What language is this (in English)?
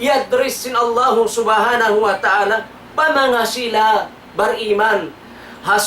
Tausug